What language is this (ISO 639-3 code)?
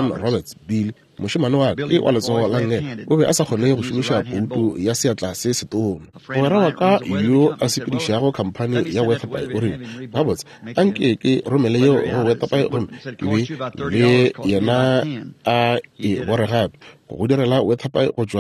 nso